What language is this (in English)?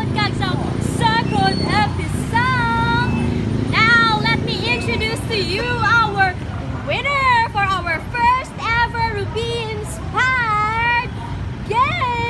Hiligaynon